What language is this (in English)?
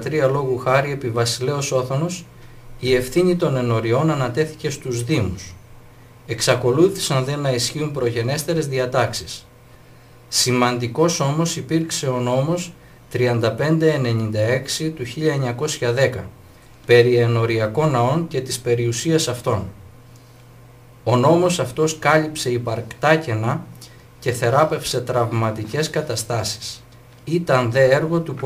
Greek